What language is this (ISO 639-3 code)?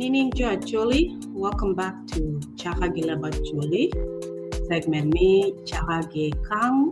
ach